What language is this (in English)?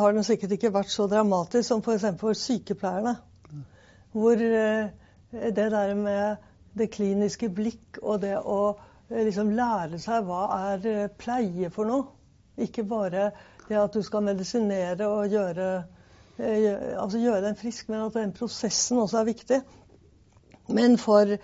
Norwegian